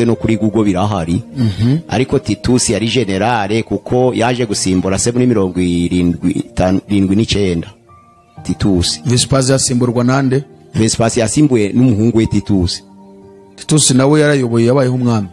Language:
Kinyarwanda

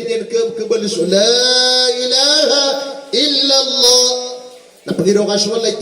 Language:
Maranao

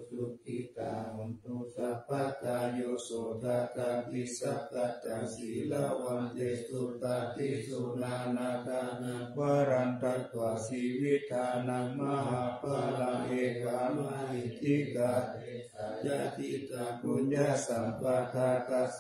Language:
Pali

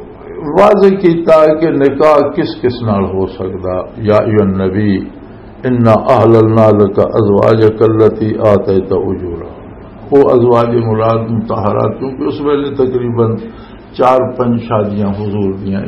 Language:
Western Panjabi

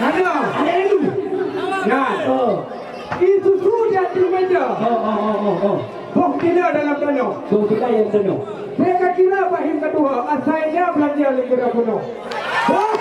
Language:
Achinese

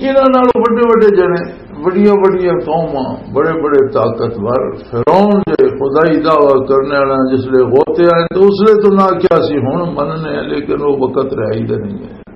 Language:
Western Panjabi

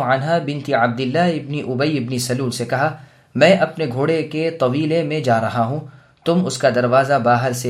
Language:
Urdu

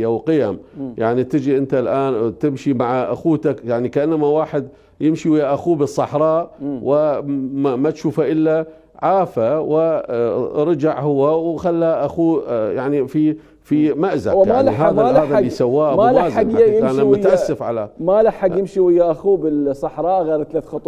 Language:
Mesopotamian Arabic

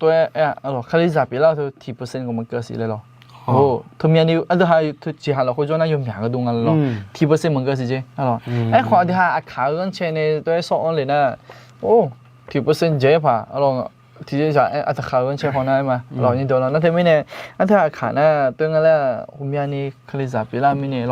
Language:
Akha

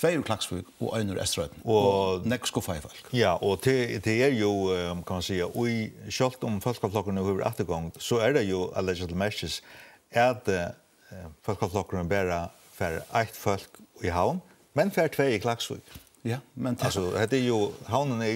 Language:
Faroese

